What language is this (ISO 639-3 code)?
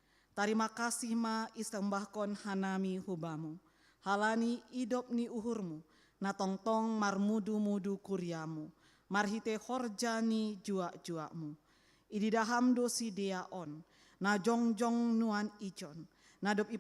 bts